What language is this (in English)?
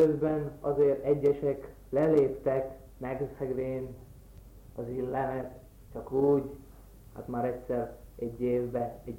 Hungarian